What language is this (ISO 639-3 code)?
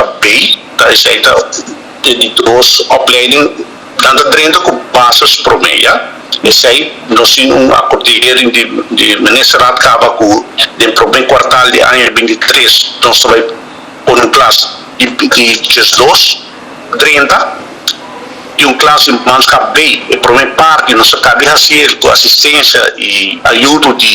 pap